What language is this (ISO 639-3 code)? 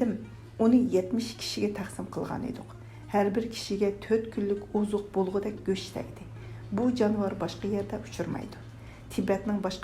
uig